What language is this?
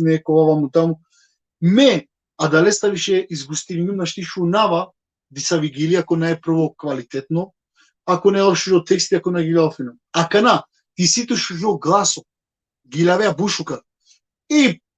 Balkan Romani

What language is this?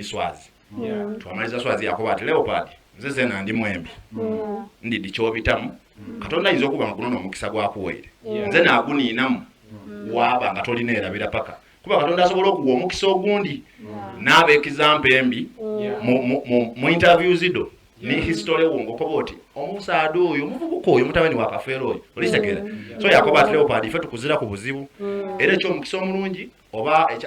Soga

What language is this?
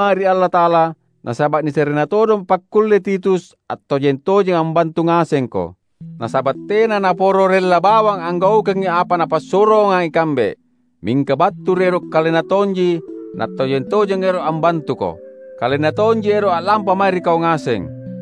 Makasar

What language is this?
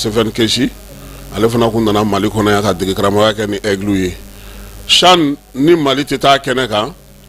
Bambara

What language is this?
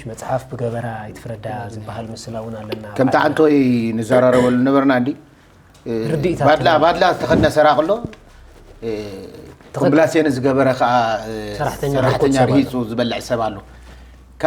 Tigrinya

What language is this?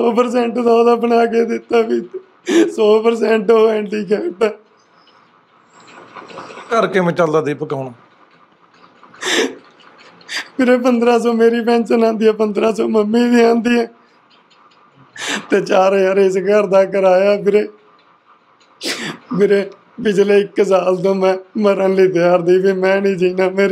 Punjabi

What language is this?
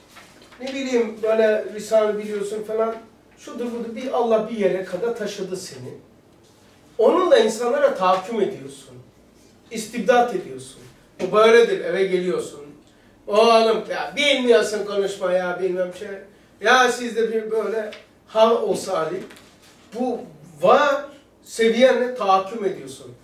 Turkish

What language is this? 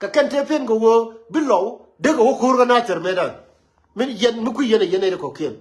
Nuer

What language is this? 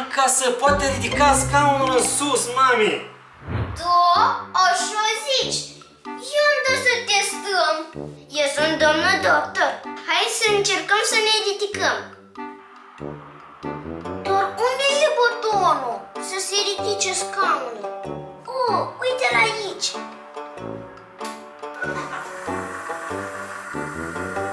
Romanian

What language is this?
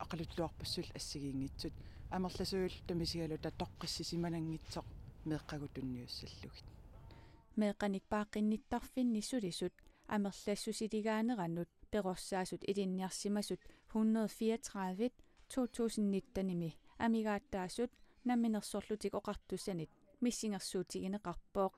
Kalaallisut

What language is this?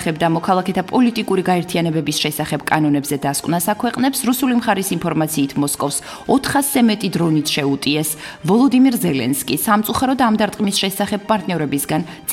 Georgian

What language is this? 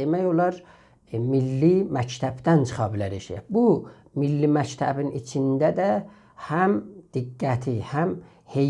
South Azerbaijani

